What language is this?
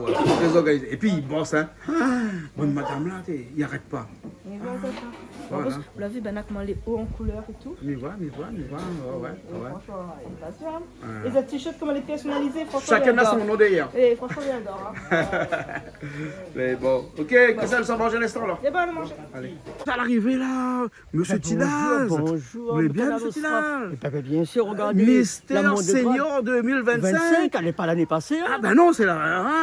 Réunion Creole French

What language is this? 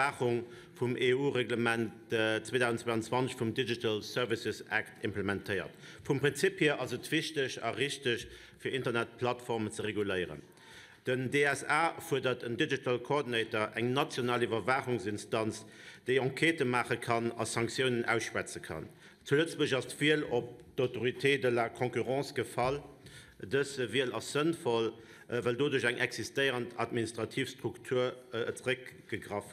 Luxembourgish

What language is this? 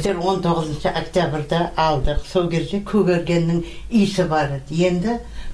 Kyrgyz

